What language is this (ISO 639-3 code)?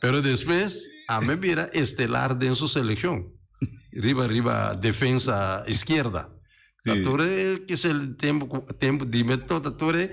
pap